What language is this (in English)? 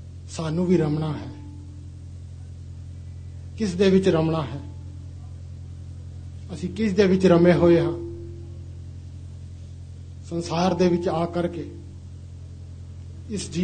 Punjabi